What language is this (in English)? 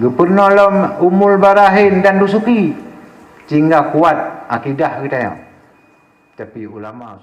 Achinese